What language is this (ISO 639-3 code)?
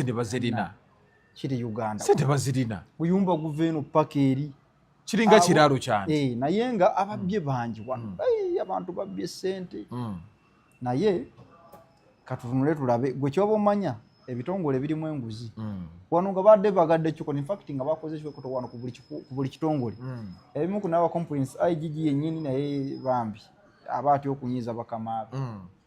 lug